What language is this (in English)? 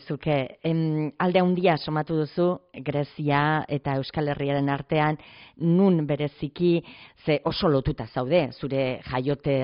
Basque